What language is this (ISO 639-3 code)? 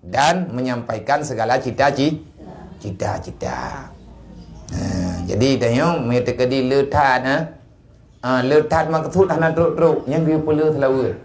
ace